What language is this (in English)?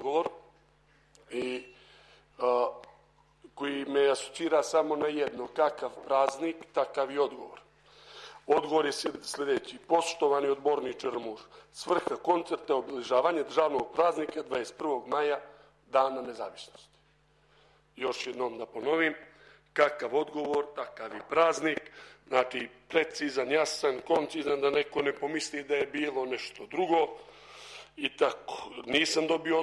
Serbian